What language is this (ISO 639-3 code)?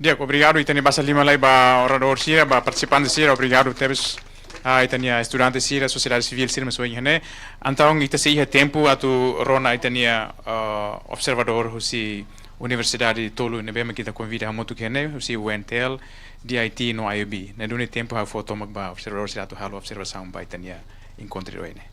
tet